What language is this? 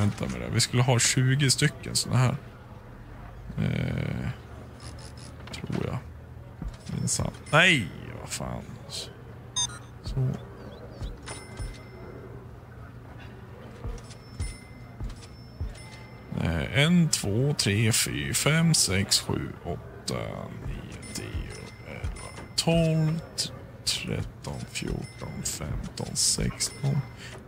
Swedish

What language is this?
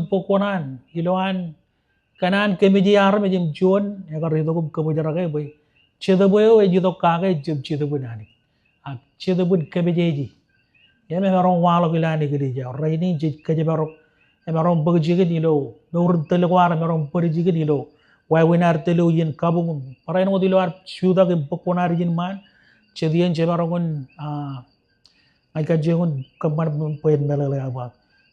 Marshallese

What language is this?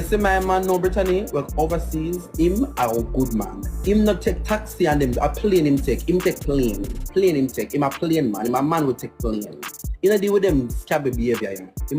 Jamaican Creole English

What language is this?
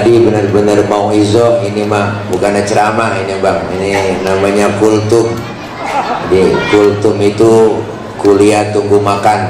Betawi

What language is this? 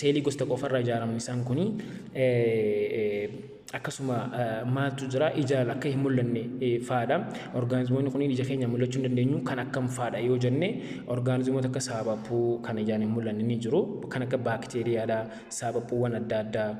Oromo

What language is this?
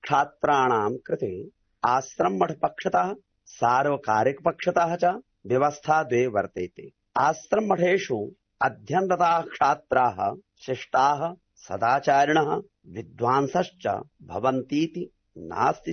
Sanskrit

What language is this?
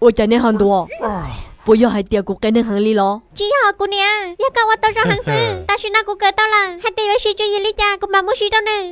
Hmong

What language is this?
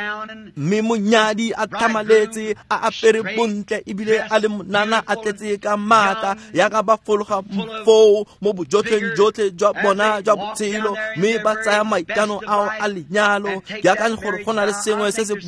Tswana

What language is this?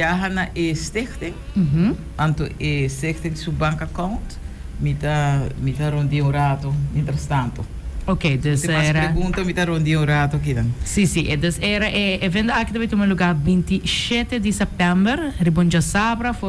Papiamento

